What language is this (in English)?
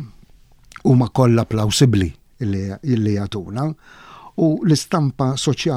Maltese